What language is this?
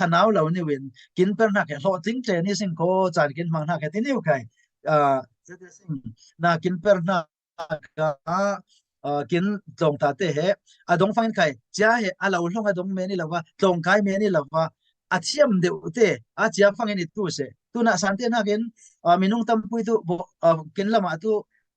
Falam Chin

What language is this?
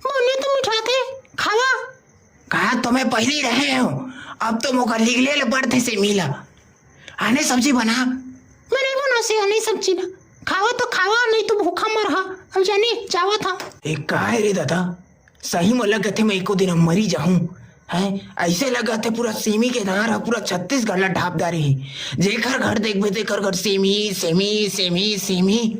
Chhattisgarhi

